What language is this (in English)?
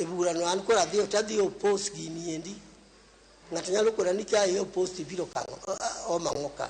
Luo (Kenya and Tanzania)